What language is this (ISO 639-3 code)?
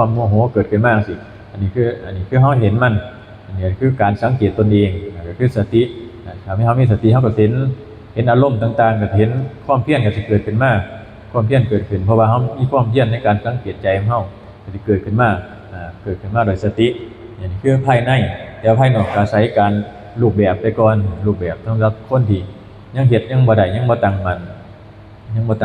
tts